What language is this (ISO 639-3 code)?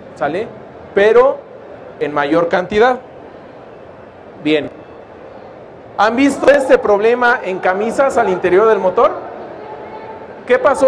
spa